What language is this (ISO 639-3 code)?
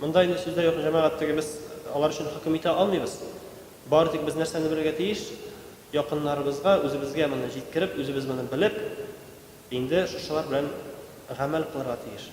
tat